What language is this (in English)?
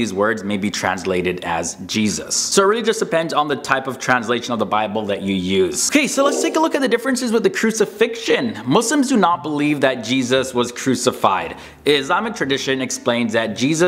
English